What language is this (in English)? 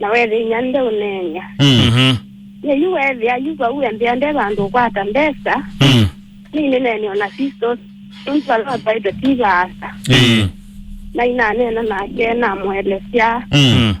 Kamba